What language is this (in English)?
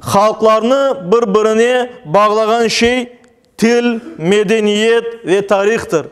Crimean Tatar